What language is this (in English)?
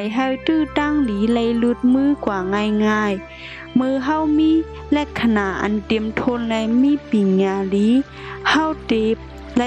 Shan